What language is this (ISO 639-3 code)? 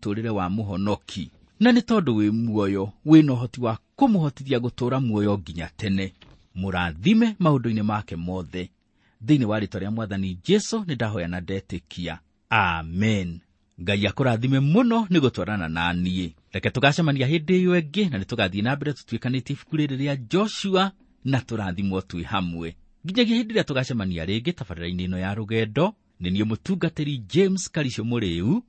kik